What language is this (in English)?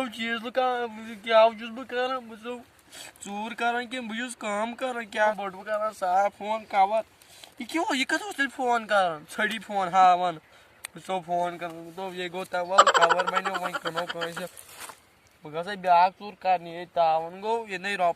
Kashmiri